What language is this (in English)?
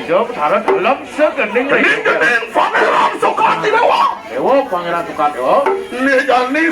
Balinese